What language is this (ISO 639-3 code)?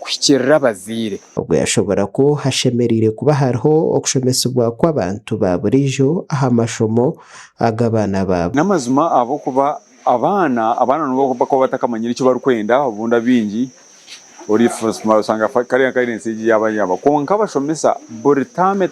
nyn